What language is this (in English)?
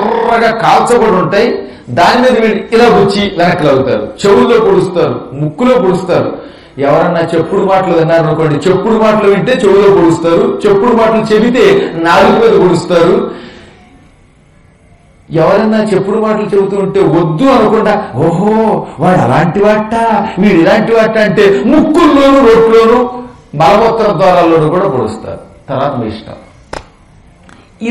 Telugu